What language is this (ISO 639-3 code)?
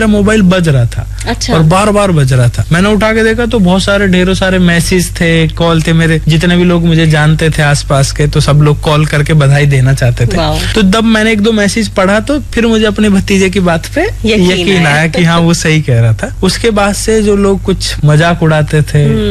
hin